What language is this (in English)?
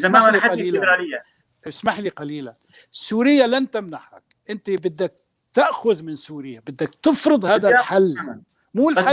North Levantine Arabic